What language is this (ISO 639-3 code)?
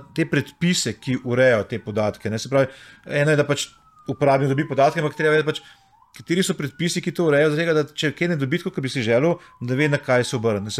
slv